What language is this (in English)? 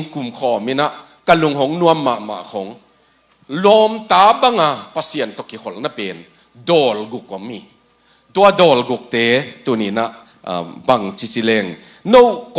Tedim Chin